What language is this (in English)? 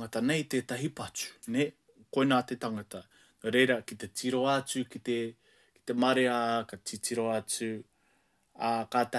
Māori